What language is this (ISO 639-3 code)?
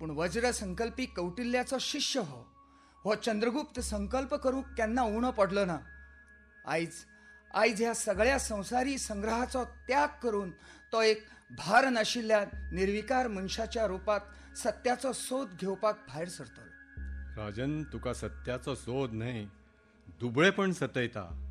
kok